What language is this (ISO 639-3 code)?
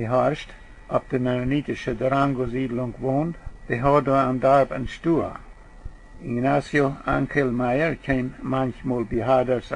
pdt